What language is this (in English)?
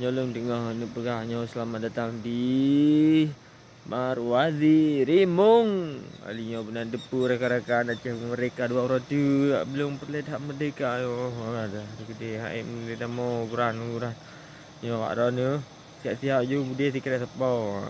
Achinese